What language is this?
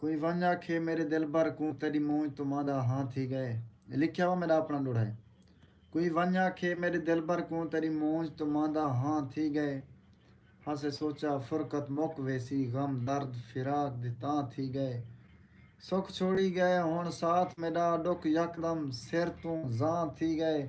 Saraiki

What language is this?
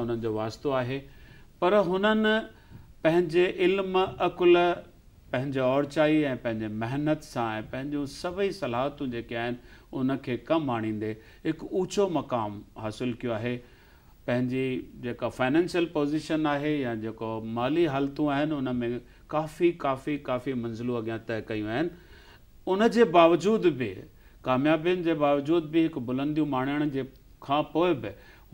Sindhi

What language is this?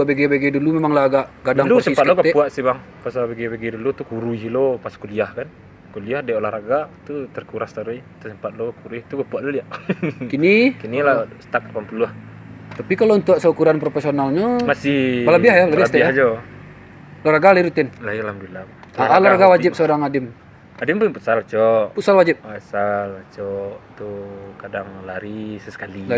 Minangkabau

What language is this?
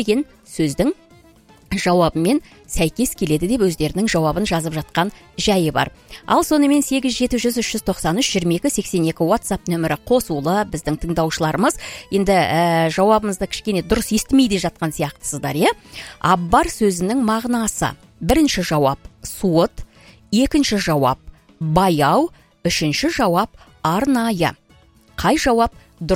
Kazakh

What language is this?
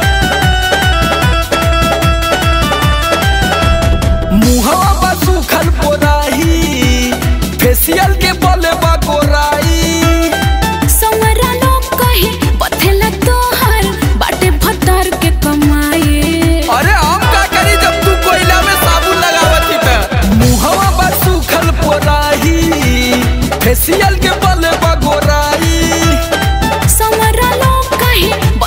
Bhojpuri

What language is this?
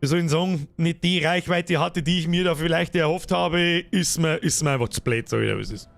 Bavarian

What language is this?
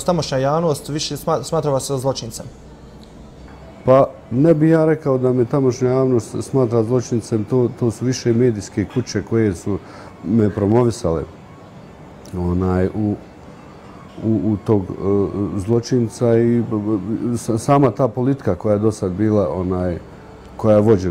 Bosnian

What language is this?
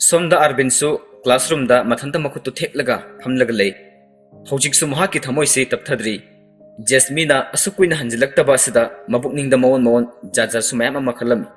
Manipuri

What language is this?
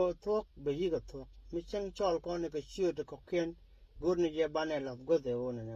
Nuer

